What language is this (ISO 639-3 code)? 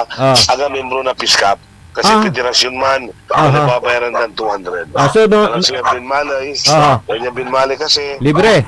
pag